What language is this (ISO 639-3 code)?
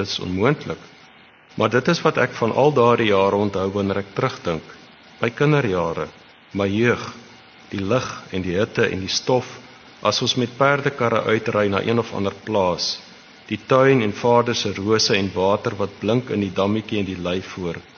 afr